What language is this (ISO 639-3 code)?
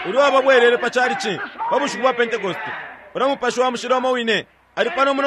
bem